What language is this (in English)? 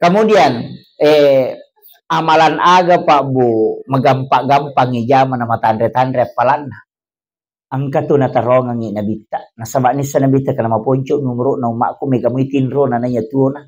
Buginese